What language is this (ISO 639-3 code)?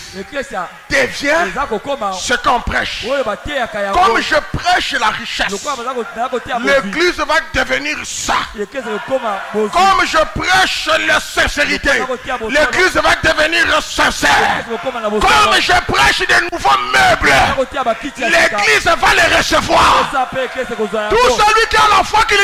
fra